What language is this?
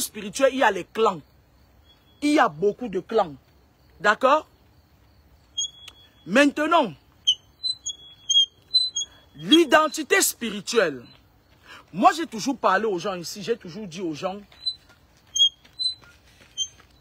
French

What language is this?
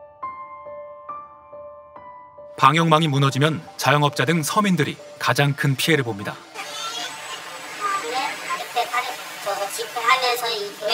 Korean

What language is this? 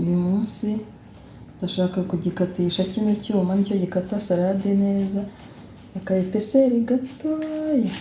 Kinyarwanda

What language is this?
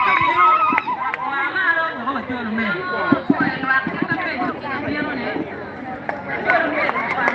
Acoli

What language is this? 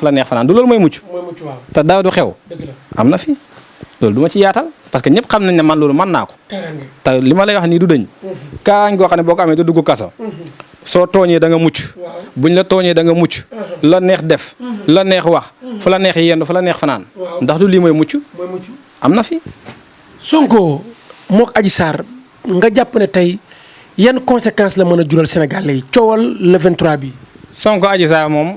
Wolof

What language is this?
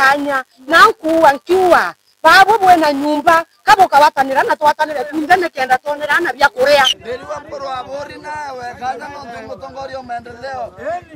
Meru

